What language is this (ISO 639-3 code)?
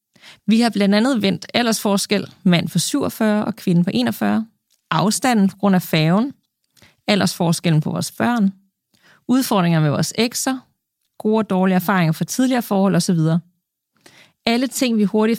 dan